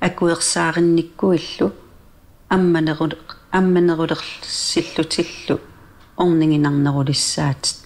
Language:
Kalaallisut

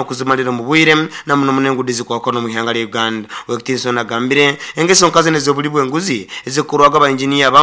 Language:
Nyoro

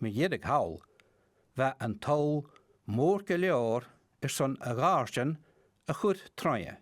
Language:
Scottish Gaelic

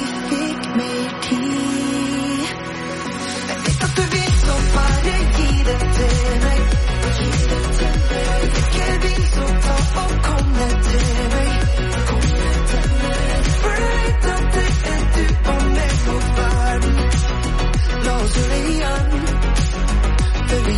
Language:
Norwegian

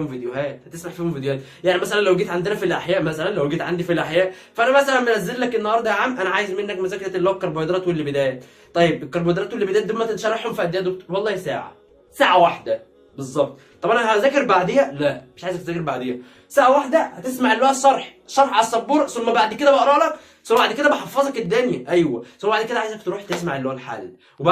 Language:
Egyptian Arabic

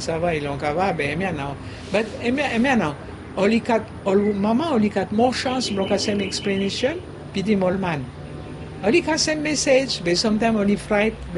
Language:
Bislama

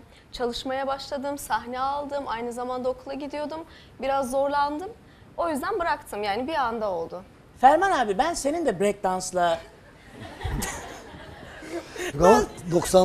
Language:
Turkish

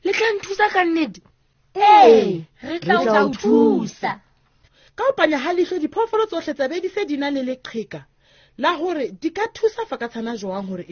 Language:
Southern Sotho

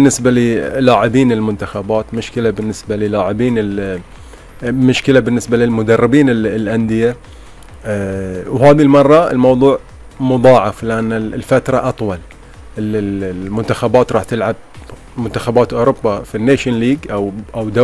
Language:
Gulf Arabic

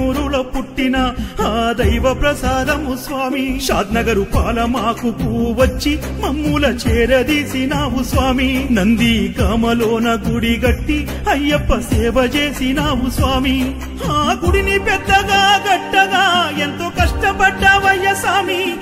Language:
Telugu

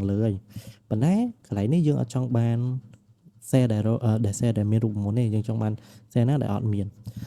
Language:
Khmer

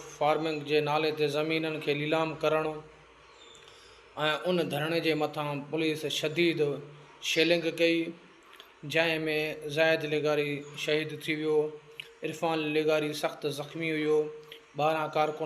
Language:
Sindhi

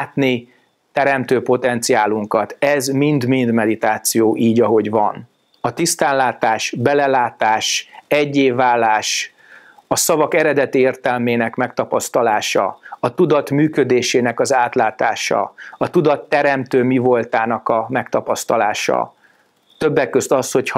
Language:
Hungarian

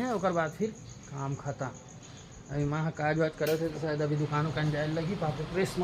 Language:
Chhattisgarhi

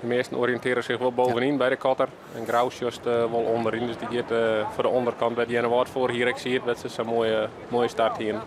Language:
Western Frisian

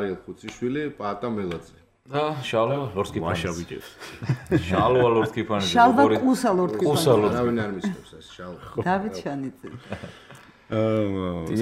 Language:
Georgian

